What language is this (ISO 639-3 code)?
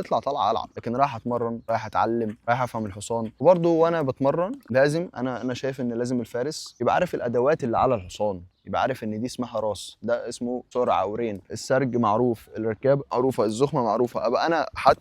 arz